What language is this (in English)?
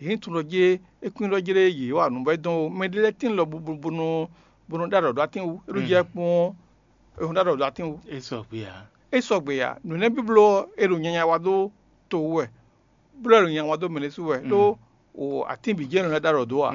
Fon